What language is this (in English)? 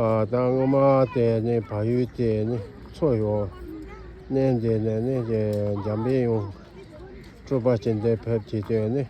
Tibetan